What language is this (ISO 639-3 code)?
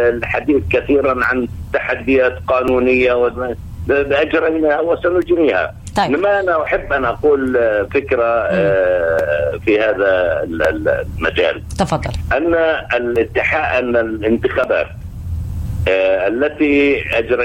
ara